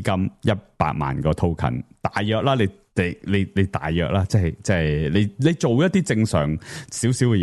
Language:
Cantonese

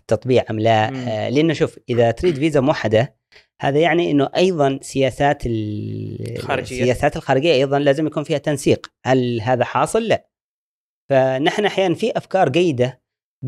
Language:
Gulf Arabic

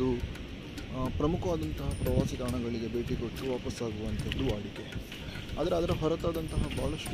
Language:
Kannada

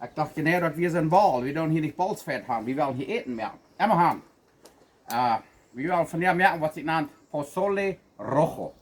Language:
Plautdietsch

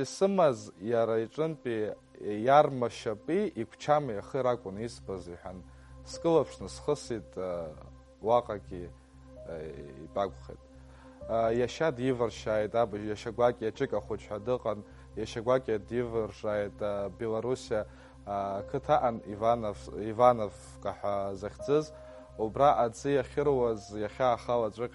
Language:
Abkhazian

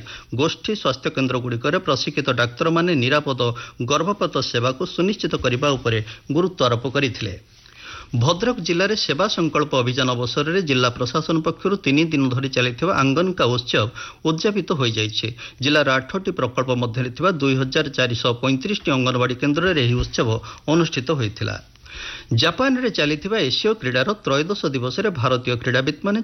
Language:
Odia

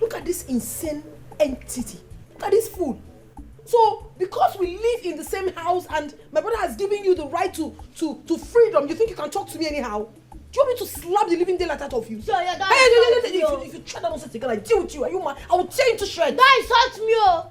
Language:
Nigerian Pidgin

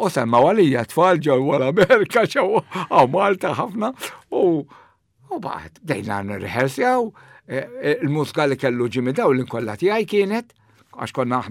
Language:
Maltese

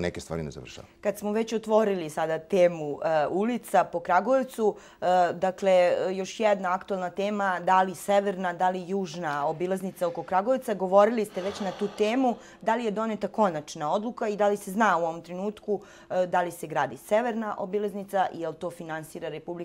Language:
Serbian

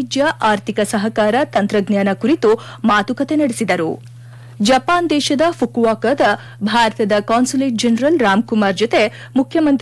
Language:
Kannada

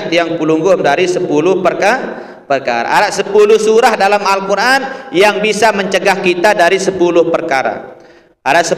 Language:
Sasak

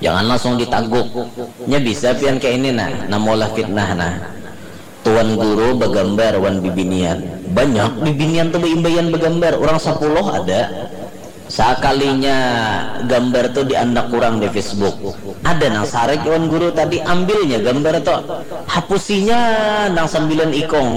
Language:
Banjar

